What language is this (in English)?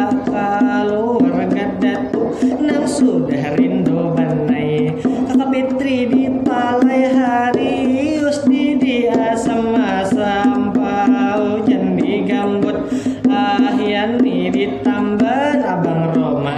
Banjar